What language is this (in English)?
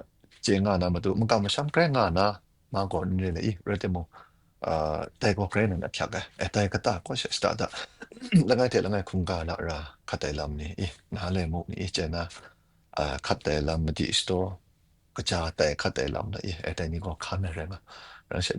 Kachin